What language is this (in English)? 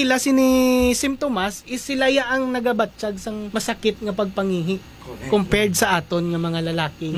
Hiligaynon